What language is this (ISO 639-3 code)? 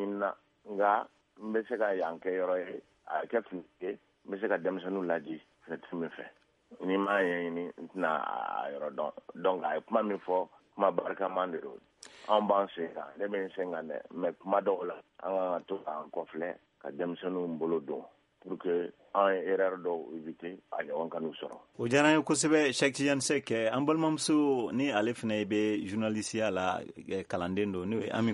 bam